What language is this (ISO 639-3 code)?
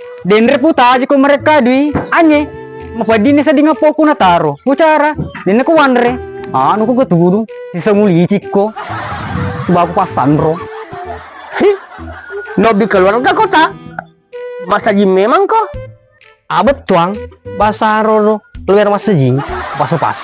bug